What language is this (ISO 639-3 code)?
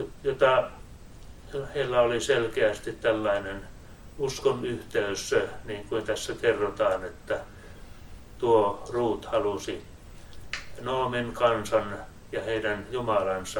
fin